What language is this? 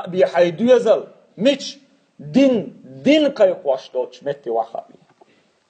Chechen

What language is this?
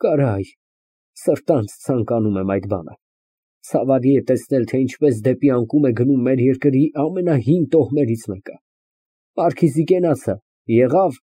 Armenian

